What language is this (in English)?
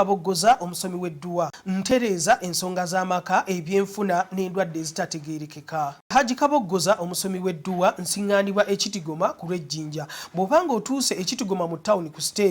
Ganda